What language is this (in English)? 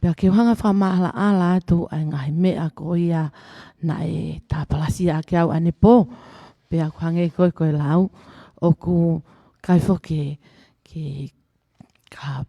Tongan